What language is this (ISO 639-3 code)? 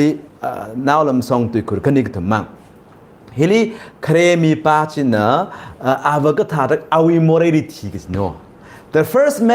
nmf